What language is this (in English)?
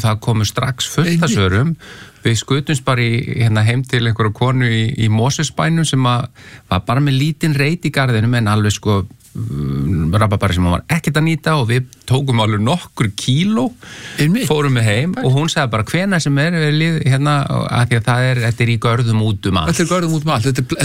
Icelandic